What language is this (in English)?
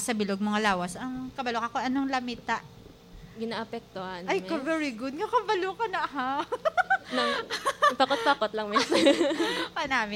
Hiligaynon